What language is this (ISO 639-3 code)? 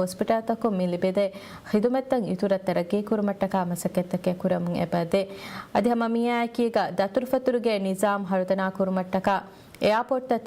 div